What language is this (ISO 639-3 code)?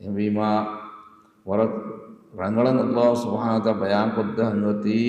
div